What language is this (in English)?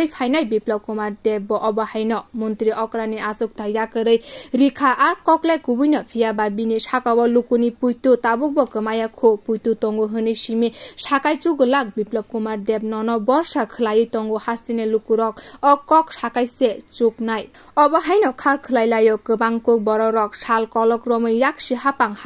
Kok Borok